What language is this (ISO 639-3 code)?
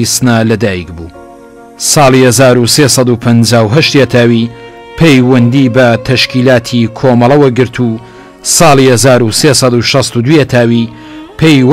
ckb